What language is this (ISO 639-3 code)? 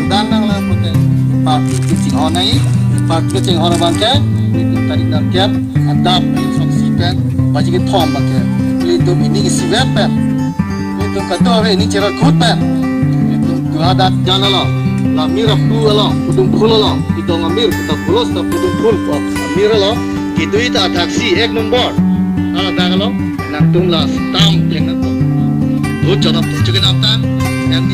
mjw